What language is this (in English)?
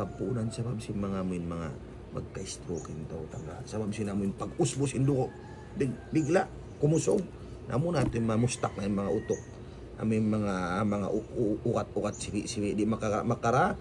Tausug